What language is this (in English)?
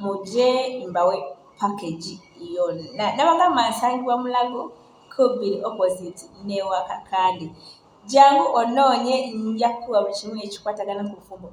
Ganda